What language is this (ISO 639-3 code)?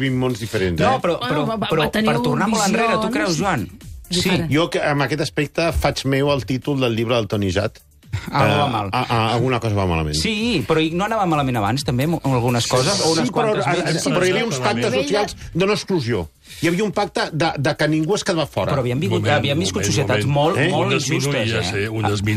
cat